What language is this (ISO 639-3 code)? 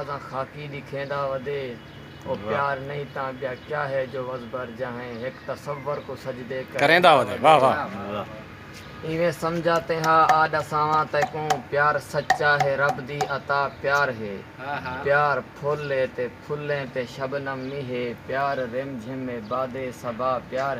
skr